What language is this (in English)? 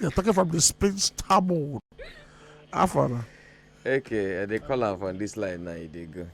Nigerian Pidgin